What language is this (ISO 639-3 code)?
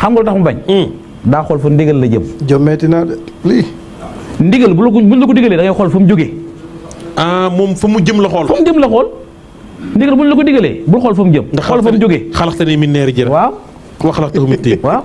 wol